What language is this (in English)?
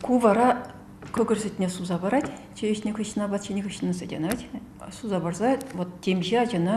Chuvash